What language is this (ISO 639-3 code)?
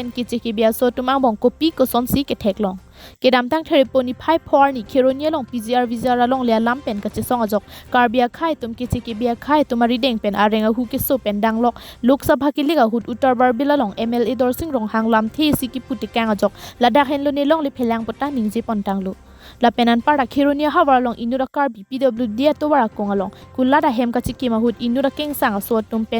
mjw